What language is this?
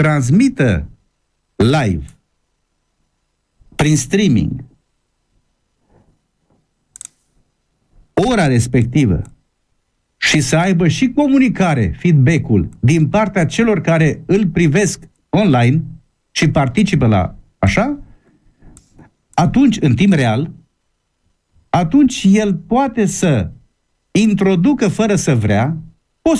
Romanian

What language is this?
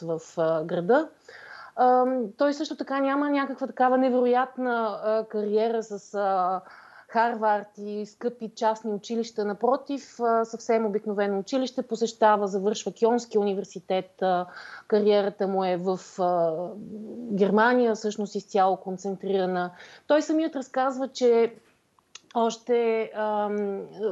Bulgarian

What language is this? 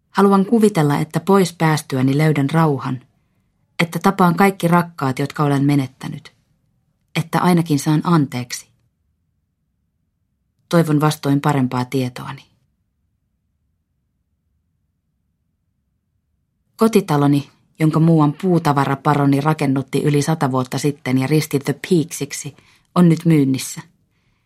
Finnish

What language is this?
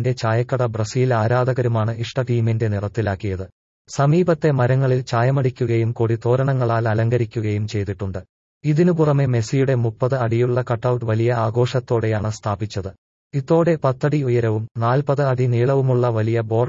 Malayalam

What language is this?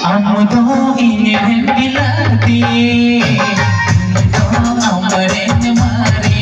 Santali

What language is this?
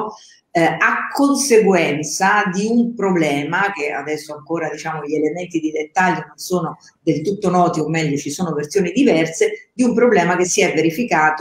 Italian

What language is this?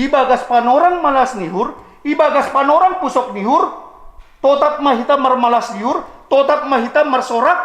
Batak Simalungun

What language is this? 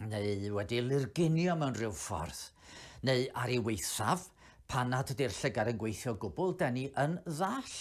Welsh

